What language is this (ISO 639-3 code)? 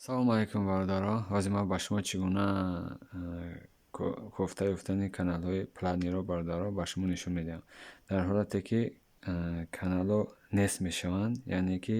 tgk